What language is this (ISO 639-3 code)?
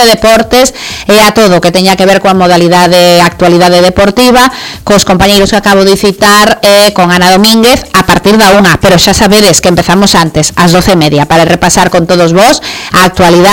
glg